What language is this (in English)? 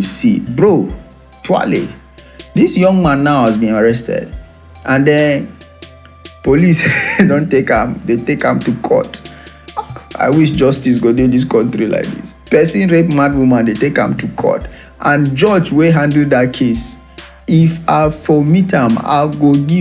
Nigerian Pidgin